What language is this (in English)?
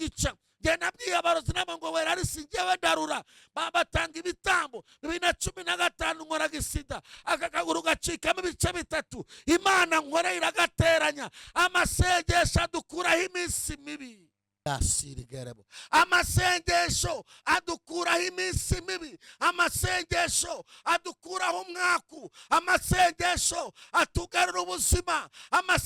Kinyarwanda